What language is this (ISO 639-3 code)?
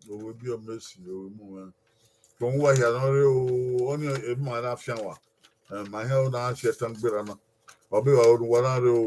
bin